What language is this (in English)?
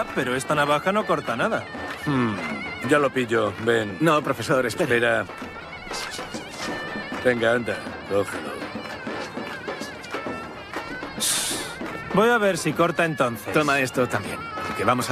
Spanish